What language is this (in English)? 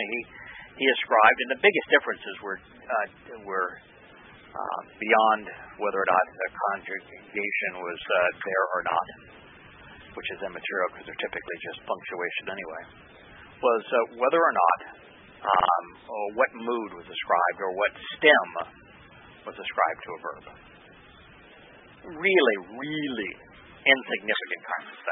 English